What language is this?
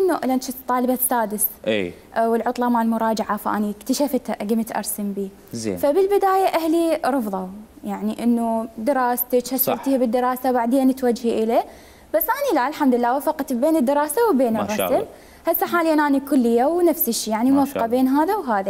Mesopotamian Arabic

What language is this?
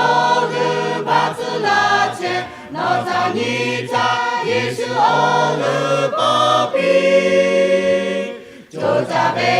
Lahu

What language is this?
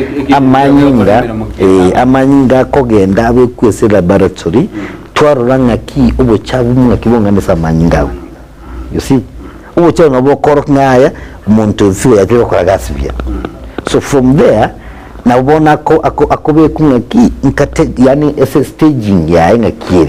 Gusii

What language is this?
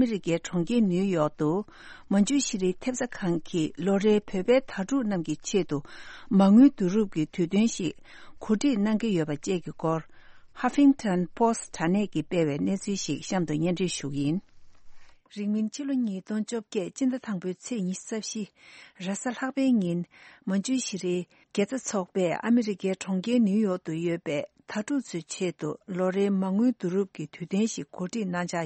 Tibetan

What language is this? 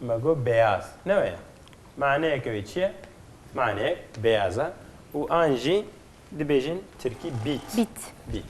Kurdish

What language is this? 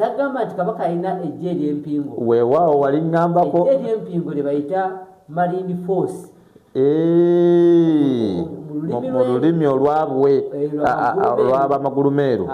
Ganda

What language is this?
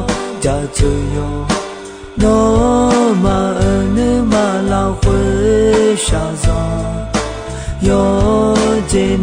Akha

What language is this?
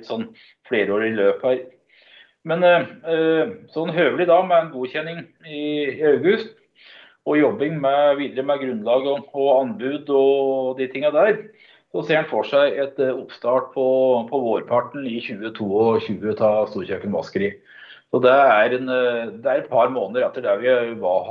Norwegian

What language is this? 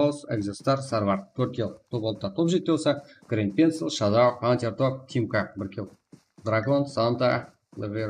Kara-Kalpak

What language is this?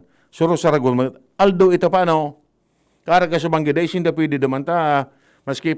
Bikol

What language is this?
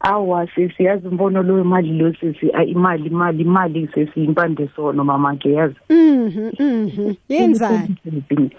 South Ndebele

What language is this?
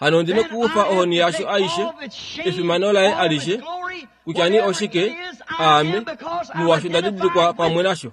Kuanyama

